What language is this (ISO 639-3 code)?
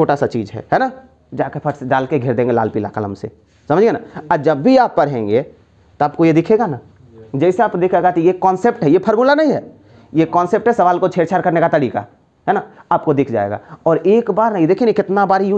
hin